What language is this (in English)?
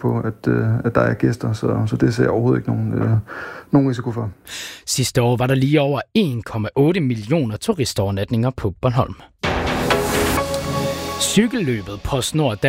Danish